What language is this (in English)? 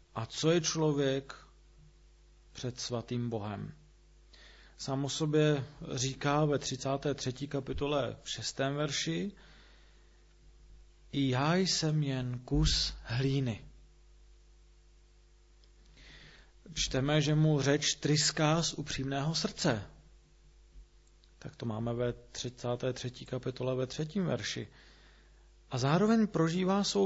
Czech